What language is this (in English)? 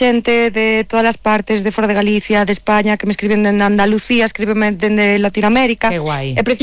Galician